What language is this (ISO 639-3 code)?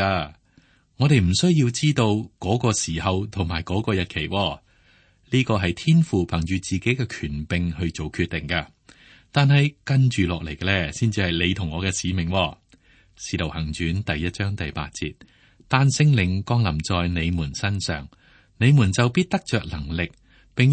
yue